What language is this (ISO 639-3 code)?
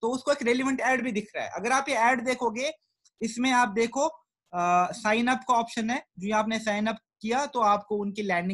hin